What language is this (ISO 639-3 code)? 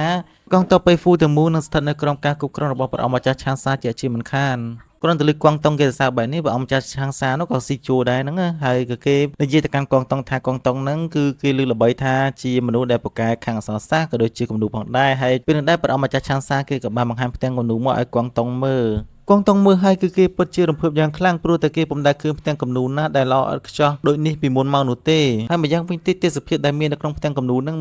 khm